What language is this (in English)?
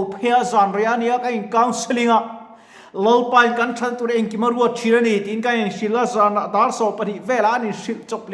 Mizo